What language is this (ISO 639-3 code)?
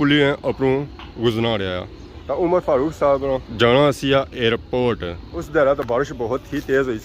phr